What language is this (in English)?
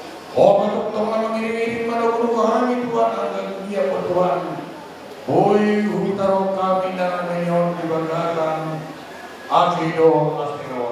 Batak Toba